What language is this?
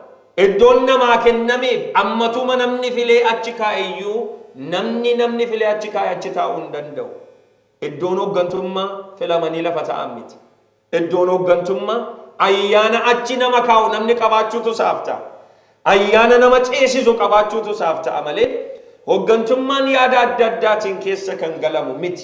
Oromo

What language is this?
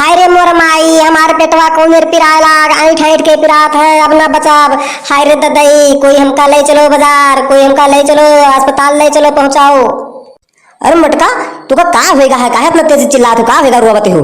Awadhi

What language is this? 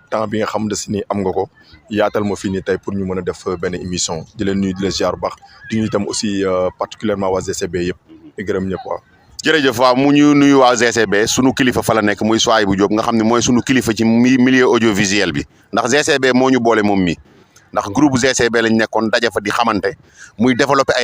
Wolof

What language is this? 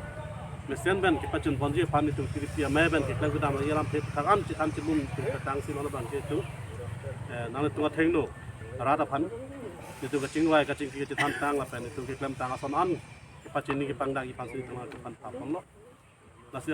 Karbi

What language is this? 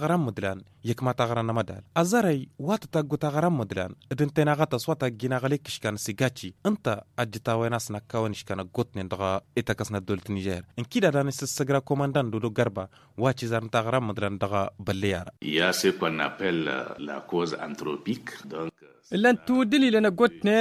Tamasheq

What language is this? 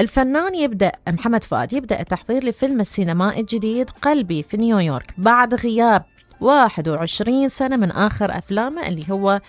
Mesopotamian Arabic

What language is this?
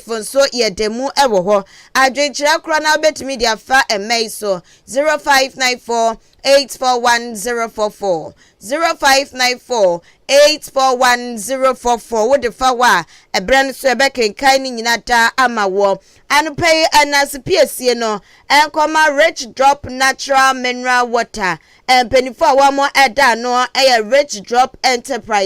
Akan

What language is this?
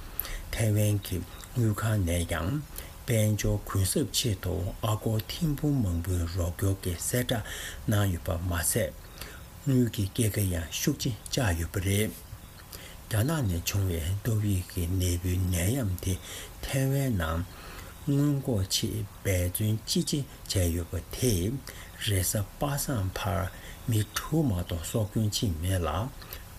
Tibetan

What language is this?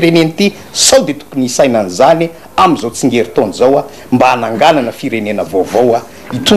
Malagasy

